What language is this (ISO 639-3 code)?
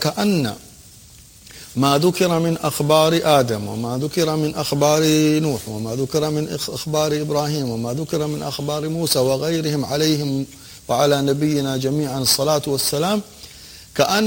ara